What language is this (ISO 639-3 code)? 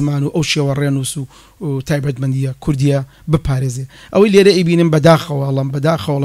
ckb